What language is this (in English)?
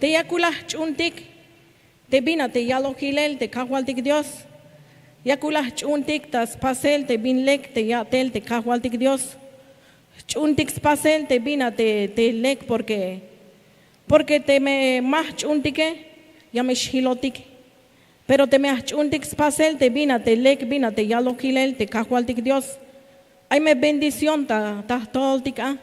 Tzeltal